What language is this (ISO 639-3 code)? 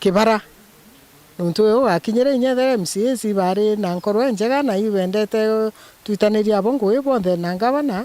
mer